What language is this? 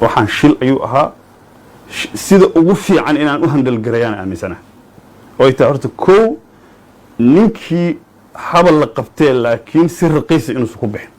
Somali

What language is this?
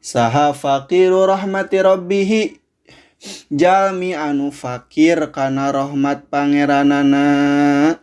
Sundanese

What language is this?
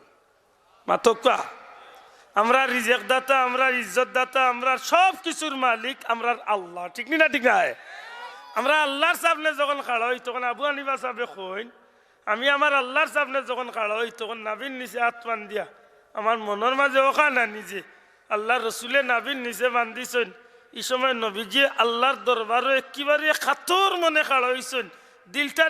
Sylheti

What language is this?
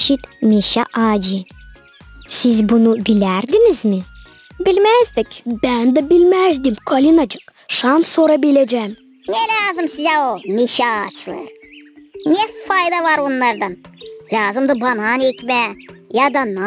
Gagauz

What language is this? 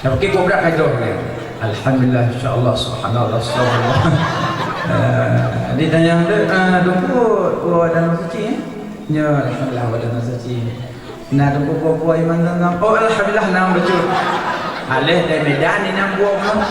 Achinese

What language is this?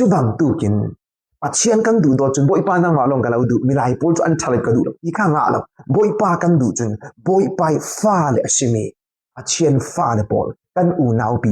Falam Chin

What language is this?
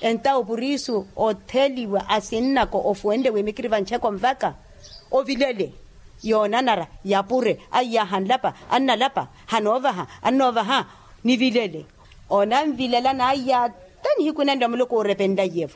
Makhuwa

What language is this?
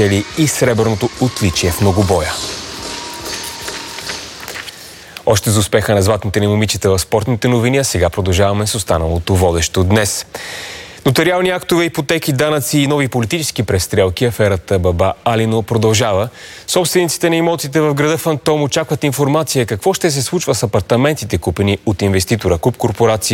Bulgarian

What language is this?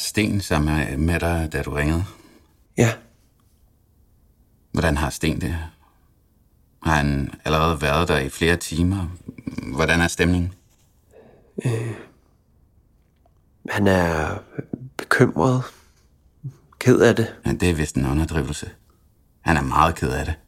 Danish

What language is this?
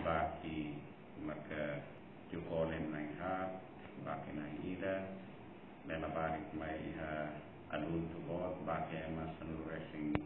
Tetum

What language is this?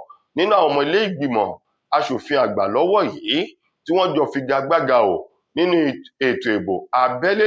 Yoruba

